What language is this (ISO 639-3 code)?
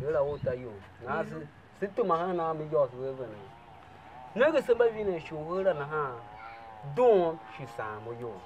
tiv